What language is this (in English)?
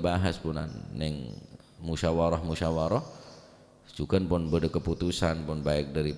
Madurese